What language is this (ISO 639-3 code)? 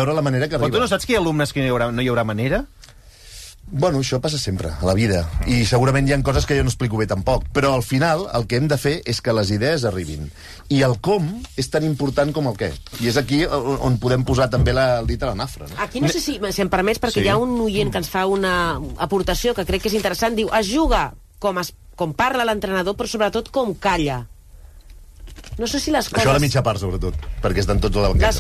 cat